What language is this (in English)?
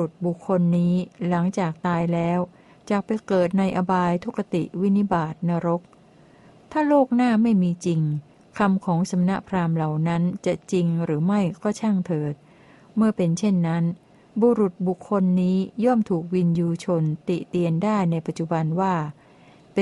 Thai